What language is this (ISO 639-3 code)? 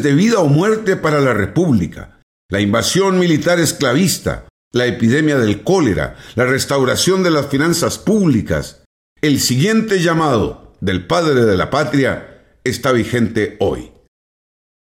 spa